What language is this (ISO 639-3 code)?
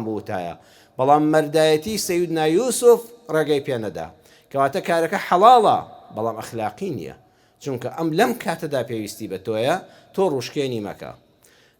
ckb